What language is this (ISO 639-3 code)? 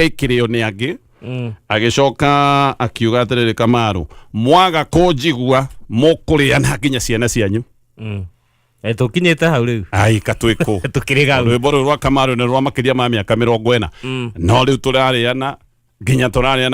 kik